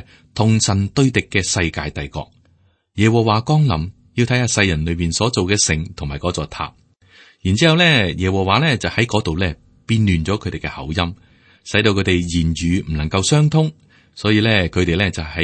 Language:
Cantonese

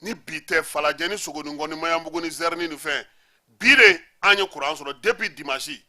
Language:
Bambara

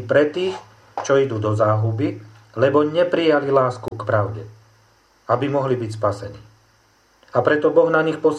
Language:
Slovak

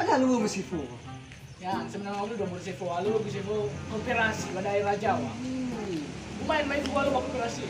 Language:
Nias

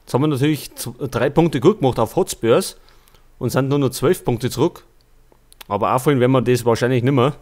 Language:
Bavarian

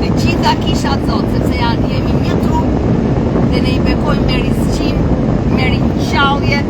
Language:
Albanian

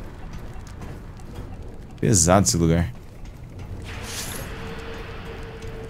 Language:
Portuguese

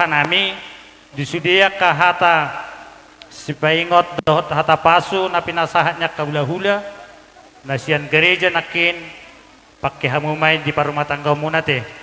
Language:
Batak Toba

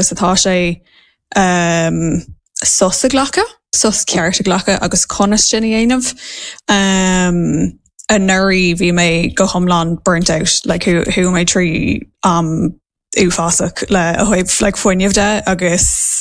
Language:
Irish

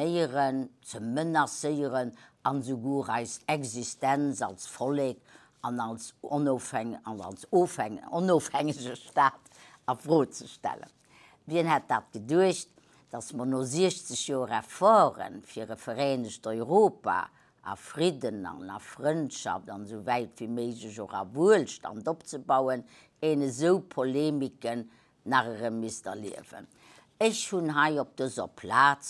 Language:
Luxembourgish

